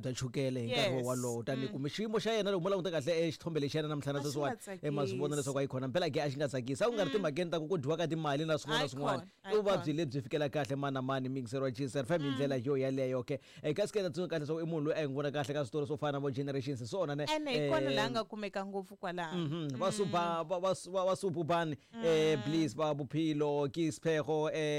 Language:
Tsonga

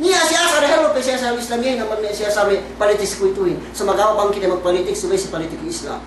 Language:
Yakan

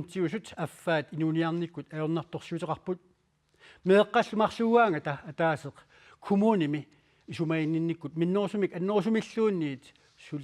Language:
Kalaallisut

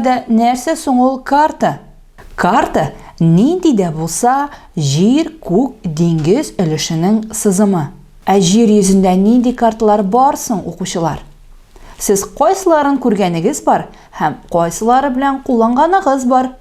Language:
Tatar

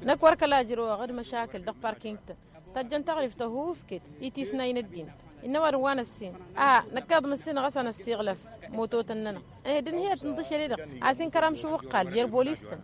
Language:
Tamasheq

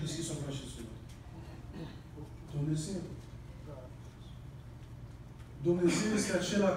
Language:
Romanian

